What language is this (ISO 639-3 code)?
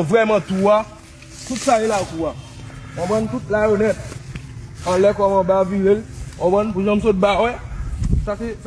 hat